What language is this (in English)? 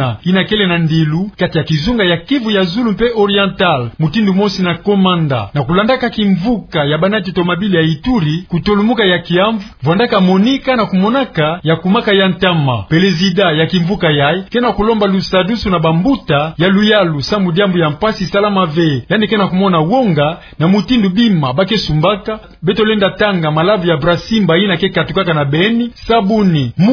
Kituba (Democratic Republic of Congo)